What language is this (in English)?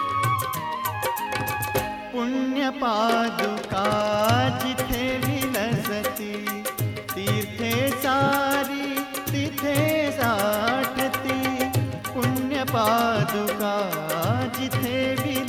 Marathi